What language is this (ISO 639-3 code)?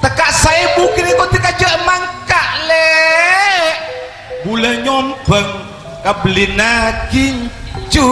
mad